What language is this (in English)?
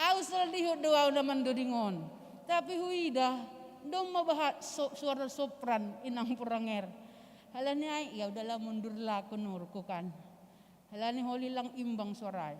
Batak Simalungun